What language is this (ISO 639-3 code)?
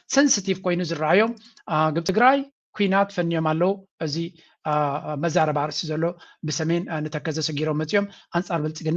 tir